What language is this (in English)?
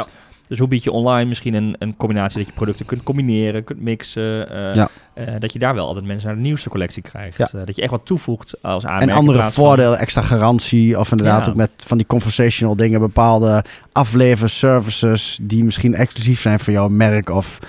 Dutch